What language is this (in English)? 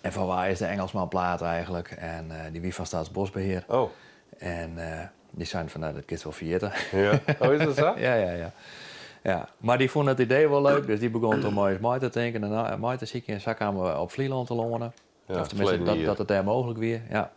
Western Frisian